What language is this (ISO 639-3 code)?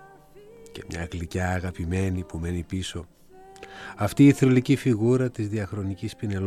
ell